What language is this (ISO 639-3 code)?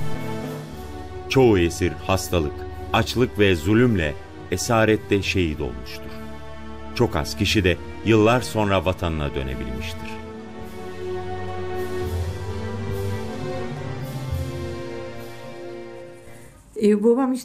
tur